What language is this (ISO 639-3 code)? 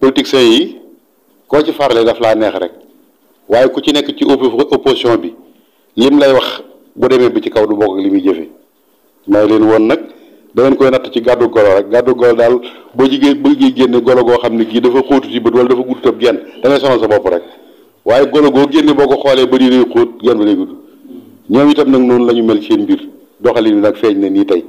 wol